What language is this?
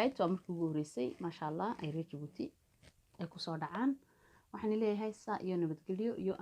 Somali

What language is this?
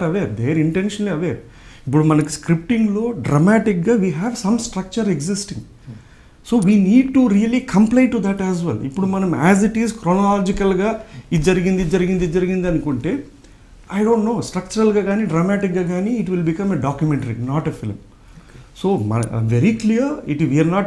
Telugu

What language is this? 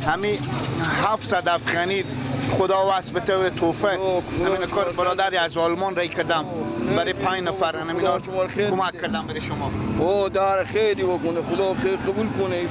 Persian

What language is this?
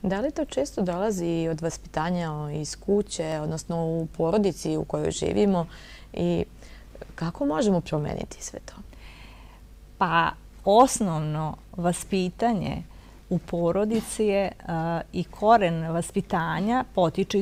Serbian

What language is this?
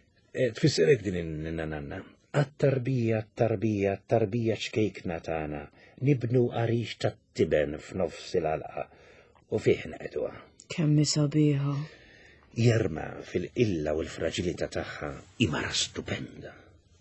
Maltese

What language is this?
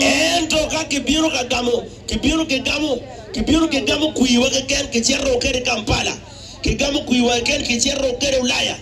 Acoli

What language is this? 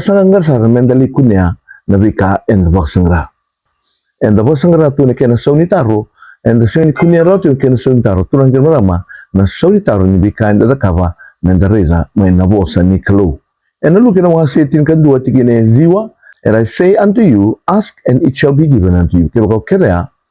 Fijian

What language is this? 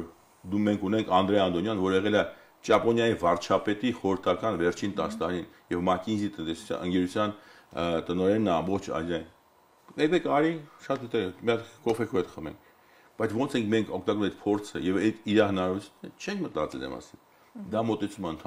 Armenian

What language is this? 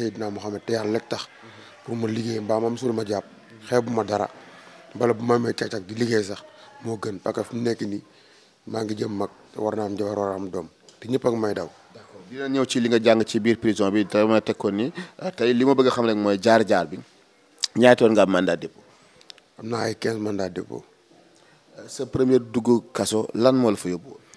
Wolof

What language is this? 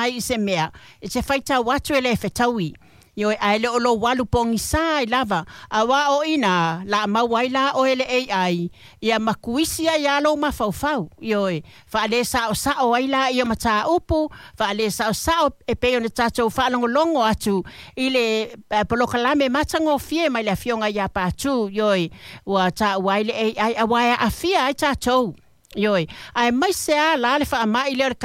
Samoan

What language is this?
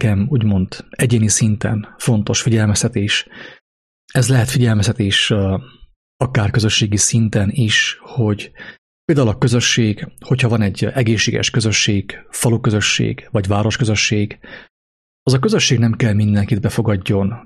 Hungarian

